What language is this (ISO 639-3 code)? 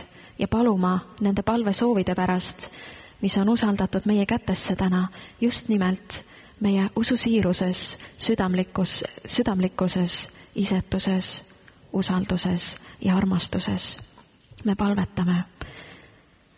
est